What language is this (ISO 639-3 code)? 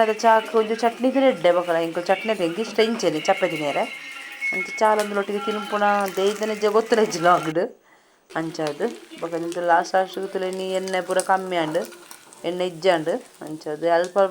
tcy